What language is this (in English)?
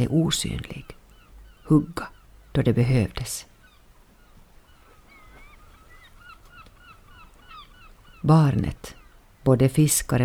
Swedish